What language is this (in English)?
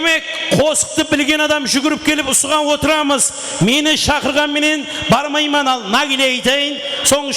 Kara-Kalpak